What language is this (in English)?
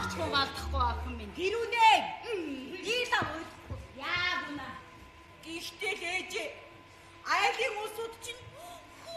Mongolian